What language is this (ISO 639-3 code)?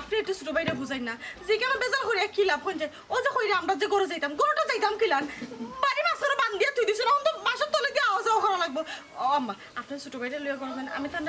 syl